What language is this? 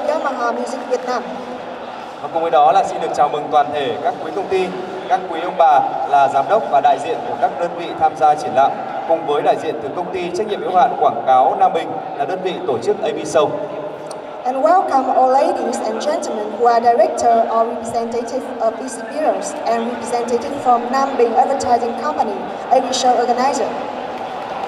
Vietnamese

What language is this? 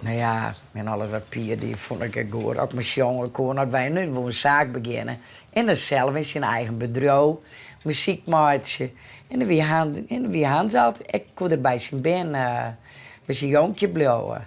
Western Frisian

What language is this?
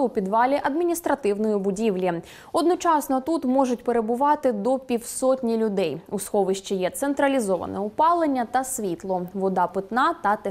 Ukrainian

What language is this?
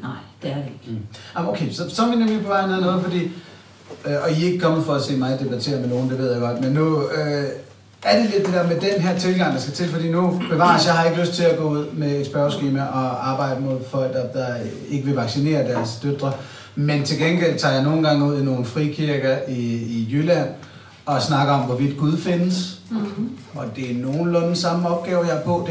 Danish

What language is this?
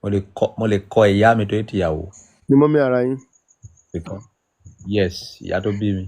Yoruba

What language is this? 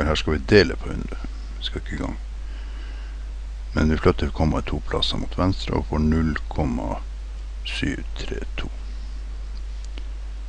Norwegian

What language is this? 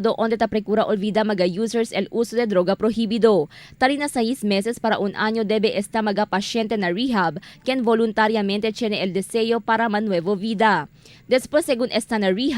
Chavacano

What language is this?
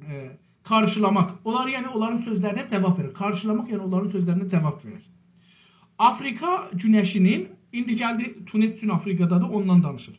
South Azerbaijani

